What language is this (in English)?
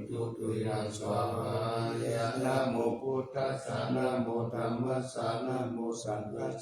Pali